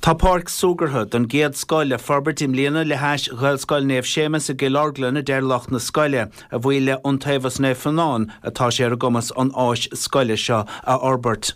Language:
Irish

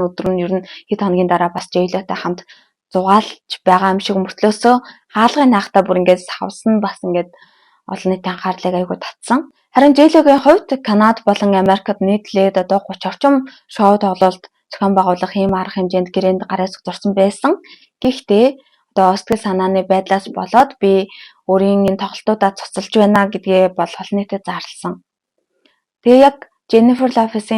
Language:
Mongolian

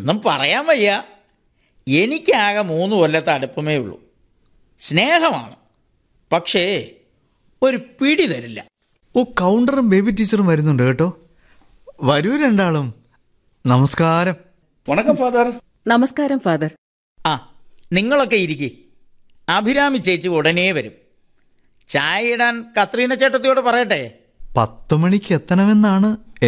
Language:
Malayalam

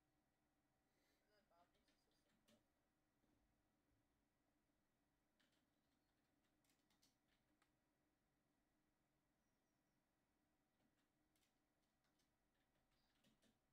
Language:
Danish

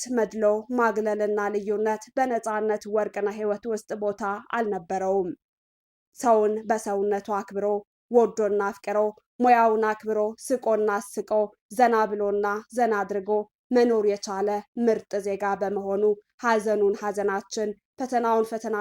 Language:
Amharic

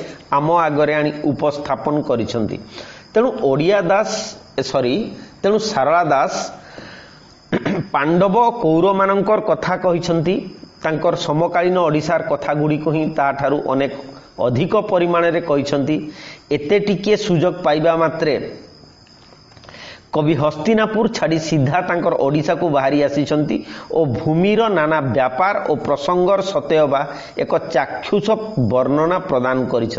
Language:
Odia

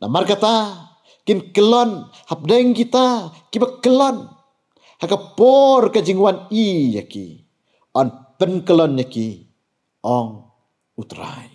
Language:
Khasi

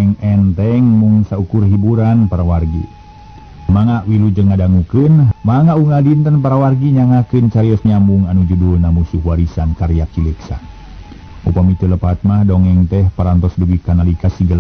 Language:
Sundanese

